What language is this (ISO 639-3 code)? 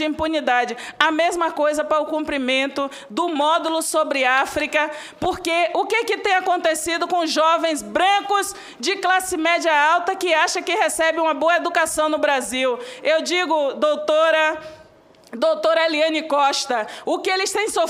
por